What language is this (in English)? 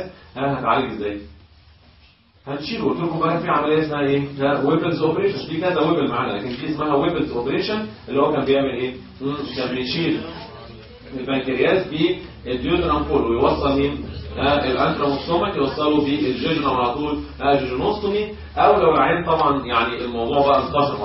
Egyptian Arabic